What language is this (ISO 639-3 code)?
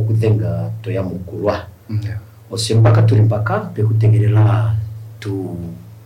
kua